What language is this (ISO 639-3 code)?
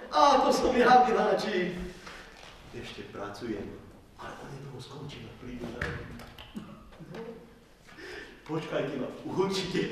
slk